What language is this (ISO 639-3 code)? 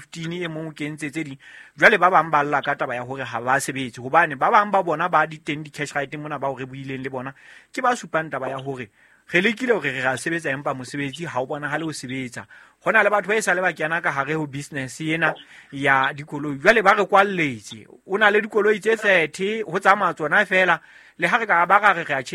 sot